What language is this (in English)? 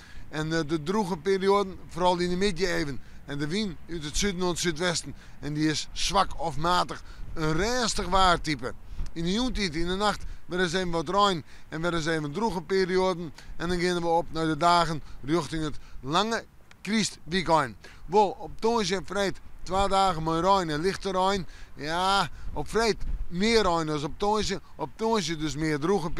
Western Frisian